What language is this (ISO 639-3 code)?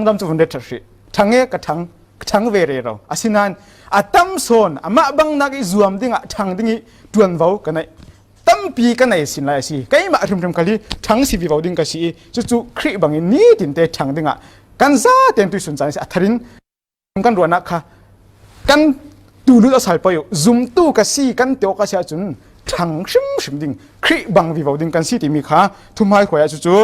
cfm